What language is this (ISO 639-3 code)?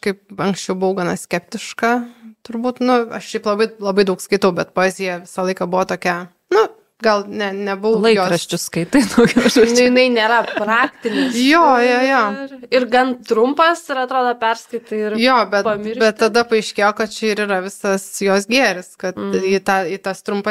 lit